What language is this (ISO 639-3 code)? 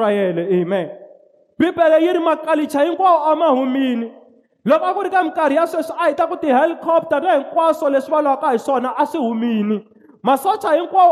tso